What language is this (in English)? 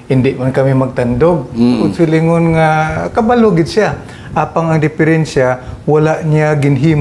Hiligaynon